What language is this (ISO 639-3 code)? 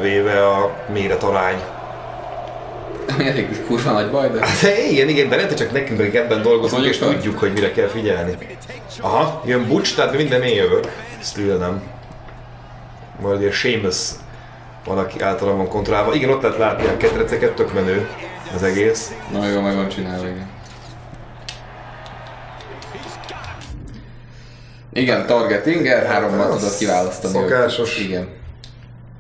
hun